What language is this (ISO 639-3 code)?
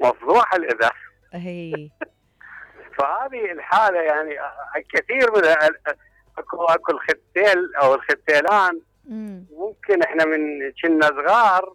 acm